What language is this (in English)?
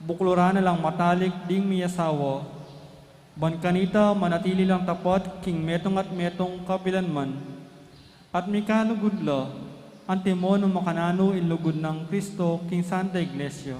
Pampanga